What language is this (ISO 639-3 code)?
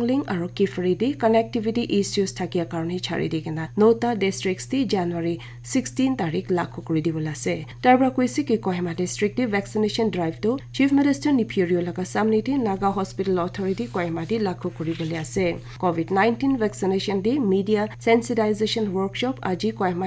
nag